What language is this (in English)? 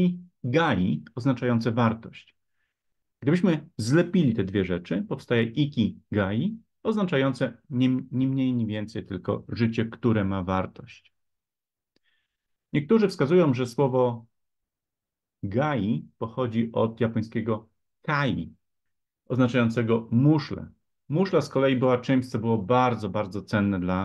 Polish